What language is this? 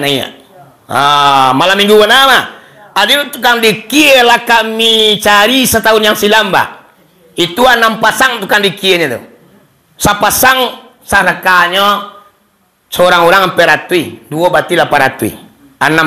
Minangkabau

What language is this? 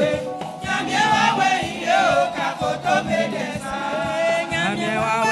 Baoulé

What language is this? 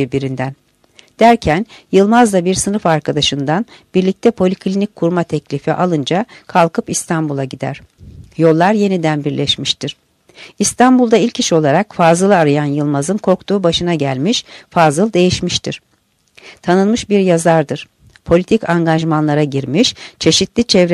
Turkish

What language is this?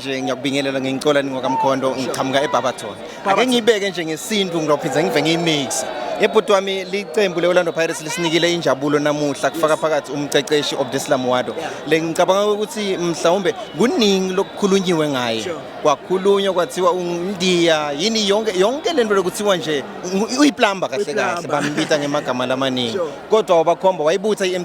Zulu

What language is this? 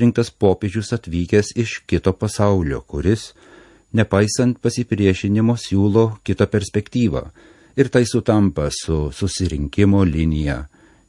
Lithuanian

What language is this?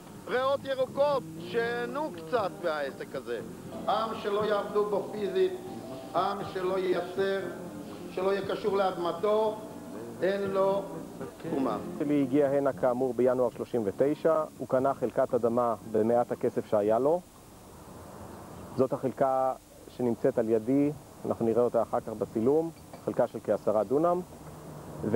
Hebrew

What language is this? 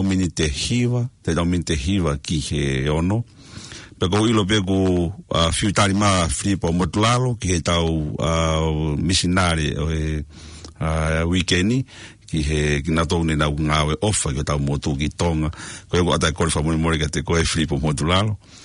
Tongan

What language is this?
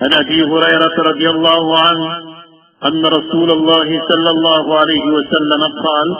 Maranao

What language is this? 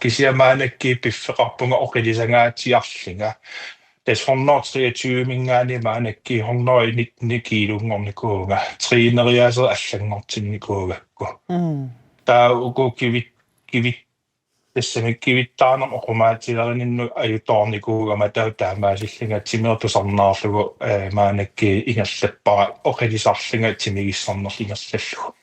Kalaallisut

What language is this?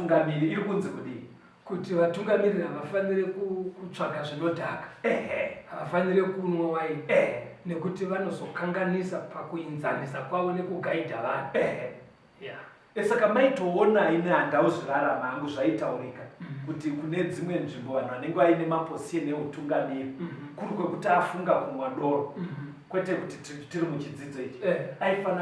Shona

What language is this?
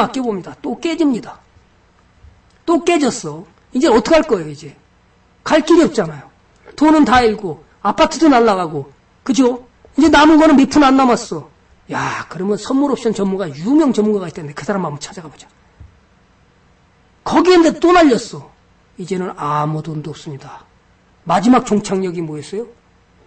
Korean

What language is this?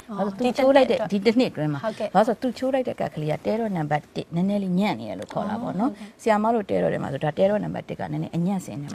Burmese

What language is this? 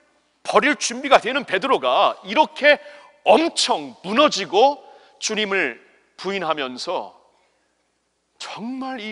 Korean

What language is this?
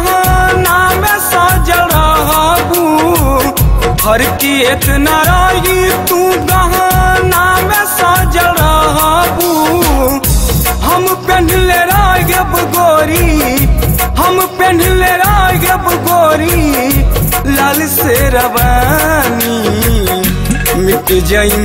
Bhojpuri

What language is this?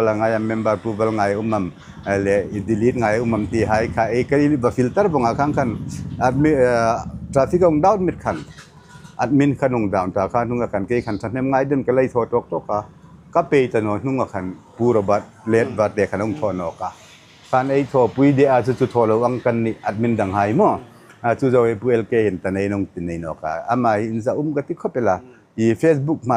Hmar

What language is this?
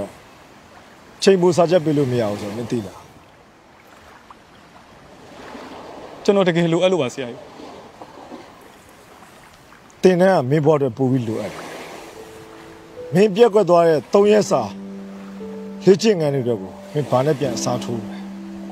Burmese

